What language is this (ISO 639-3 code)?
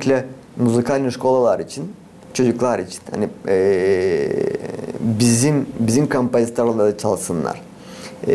gag